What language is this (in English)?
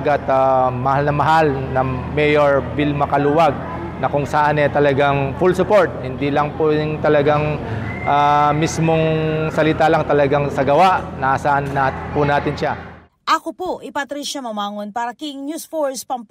Pampanga